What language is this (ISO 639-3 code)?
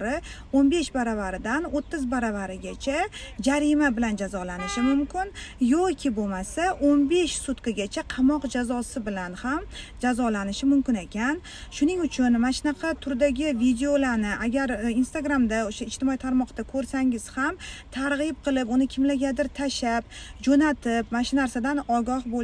uzb